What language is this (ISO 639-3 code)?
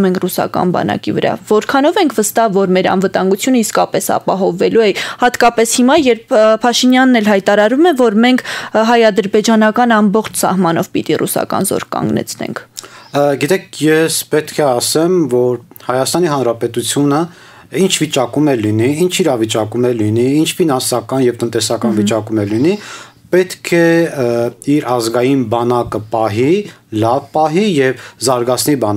hye